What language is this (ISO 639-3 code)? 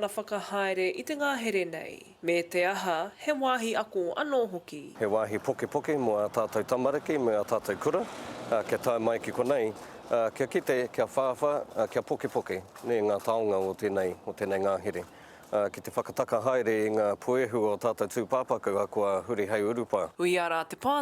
mri